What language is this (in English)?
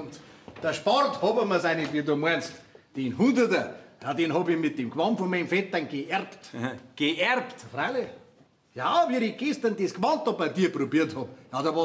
Bavarian